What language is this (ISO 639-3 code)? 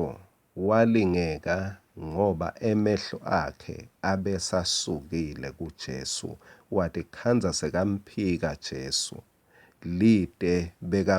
ssw